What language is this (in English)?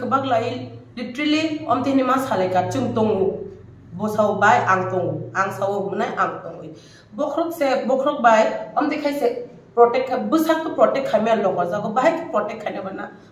Kok Borok